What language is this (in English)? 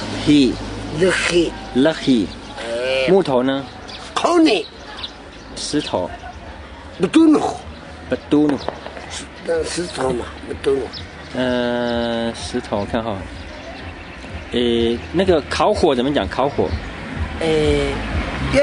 Chinese